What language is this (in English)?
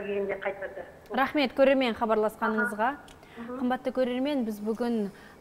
Kazakh